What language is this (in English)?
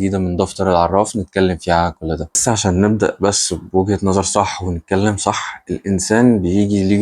Egyptian Arabic